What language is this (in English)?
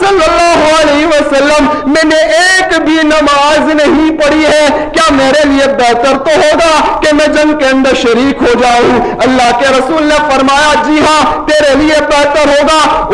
Urdu